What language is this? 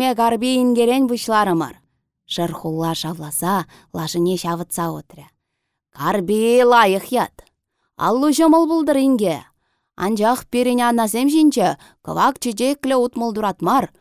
Chuvash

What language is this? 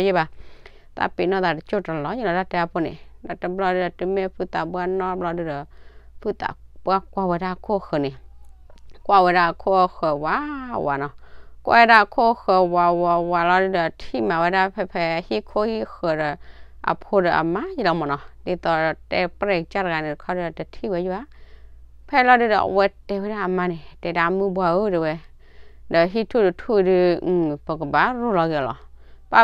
S'gaw Karen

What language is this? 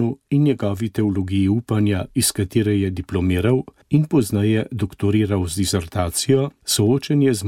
Slovenian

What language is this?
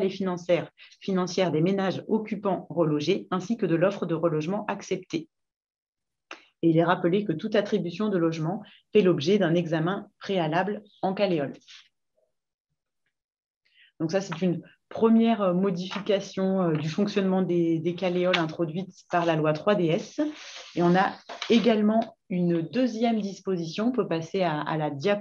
French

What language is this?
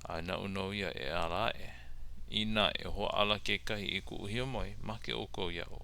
Hawaiian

